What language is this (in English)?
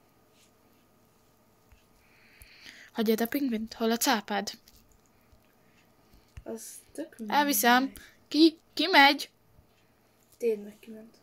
Hungarian